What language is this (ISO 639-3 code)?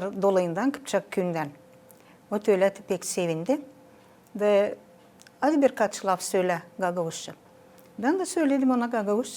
gag